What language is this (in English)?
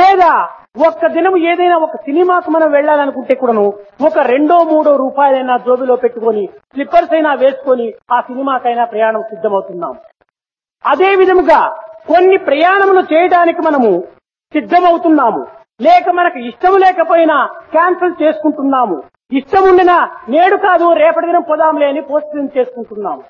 Telugu